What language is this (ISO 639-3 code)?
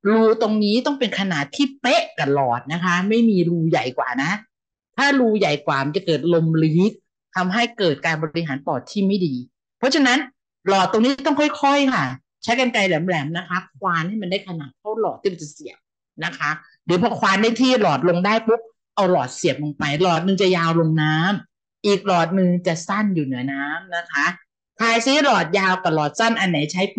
tha